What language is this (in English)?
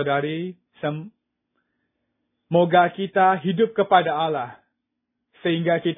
Indonesian